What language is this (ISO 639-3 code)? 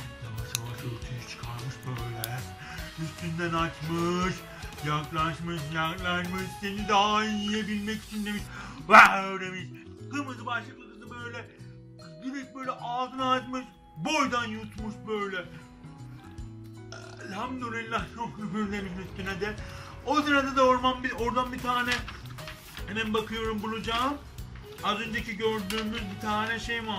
tur